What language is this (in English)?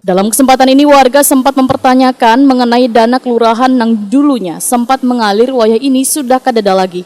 Banjar